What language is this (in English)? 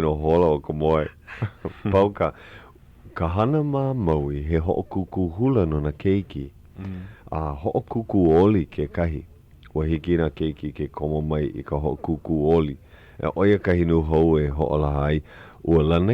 Hawaiian